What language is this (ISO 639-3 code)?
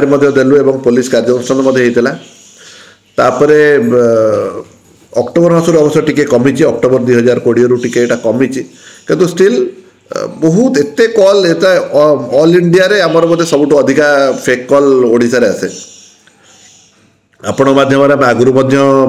ori